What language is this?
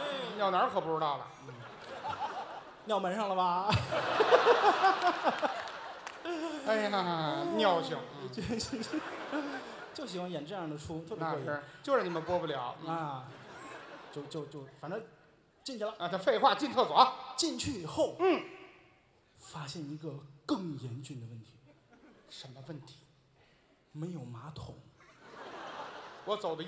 Chinese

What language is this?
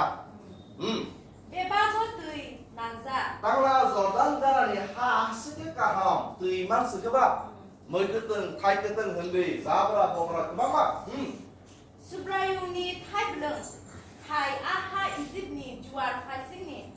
Kok Borok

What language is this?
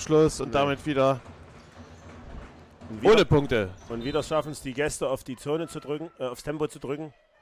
German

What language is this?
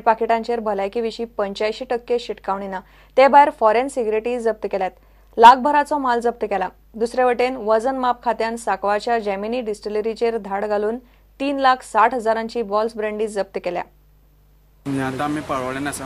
Konkani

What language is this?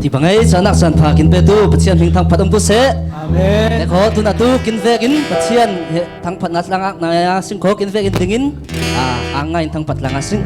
Falam Chin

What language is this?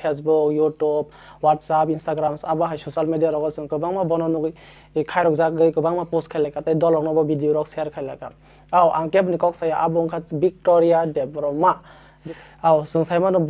Kok Borok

